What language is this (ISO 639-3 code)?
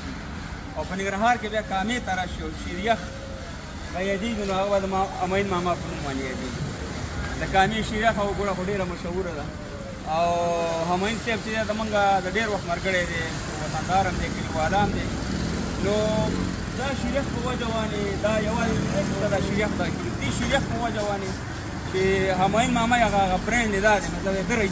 pus